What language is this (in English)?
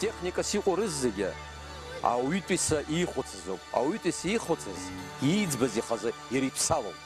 Abkhazian